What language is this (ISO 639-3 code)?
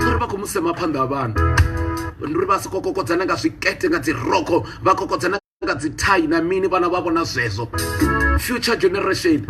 ven